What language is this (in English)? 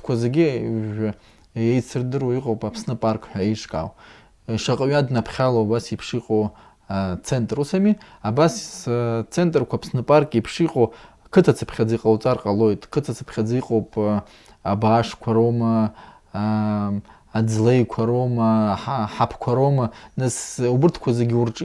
Abkhazian